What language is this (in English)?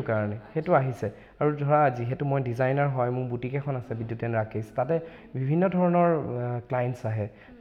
Assamese